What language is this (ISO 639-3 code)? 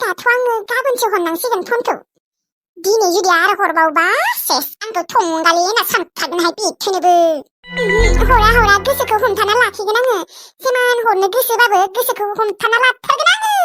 brx